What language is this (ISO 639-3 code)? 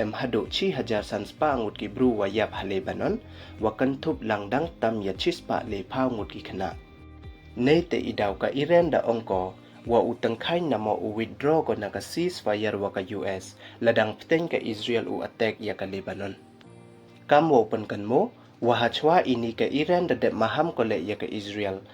pbv